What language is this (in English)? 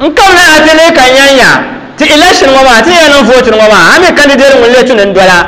Dagbani